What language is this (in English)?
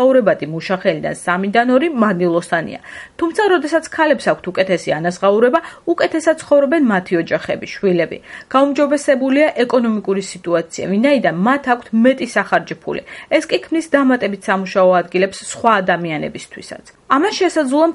Georgian